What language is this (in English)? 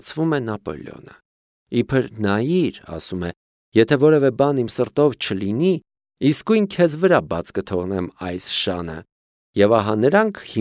Armenian